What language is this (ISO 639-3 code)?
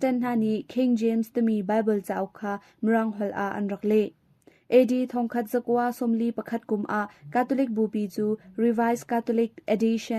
cnh